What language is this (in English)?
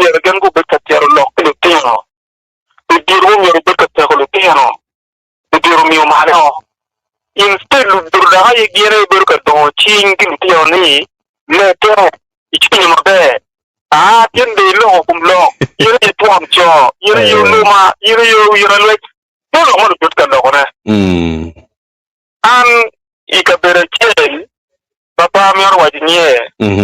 Acoli